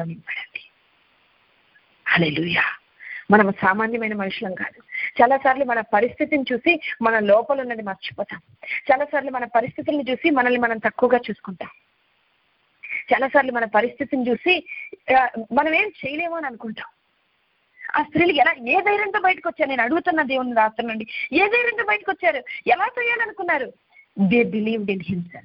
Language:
Telugu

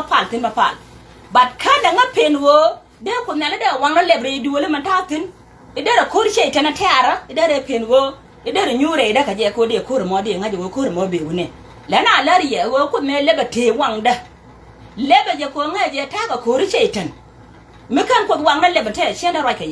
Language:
Nuer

